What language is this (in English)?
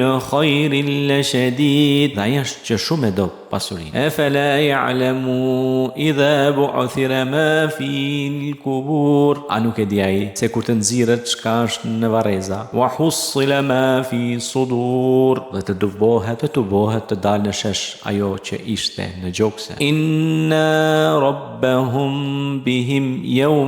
Albanian